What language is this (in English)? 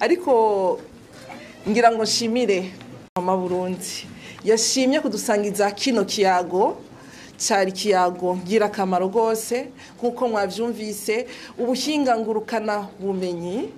Rundi